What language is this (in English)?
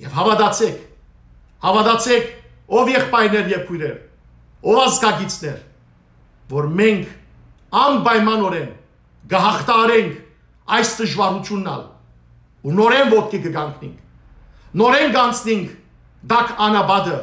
Western Armenian